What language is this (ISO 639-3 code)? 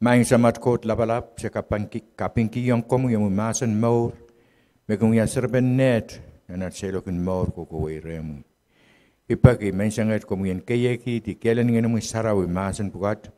pon